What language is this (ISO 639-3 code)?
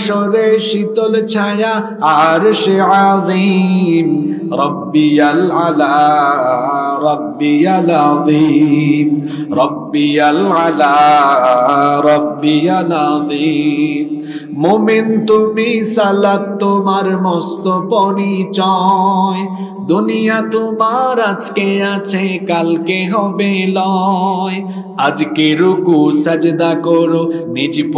ben